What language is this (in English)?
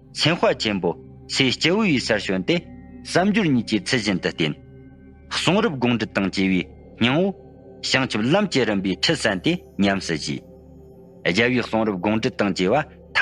Tibetan